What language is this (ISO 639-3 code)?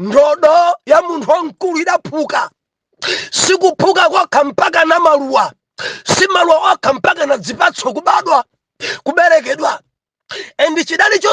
nya